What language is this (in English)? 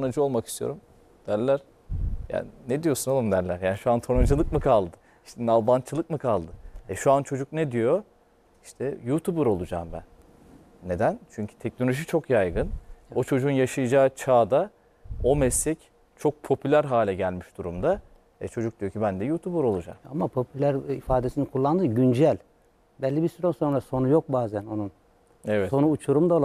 Turkish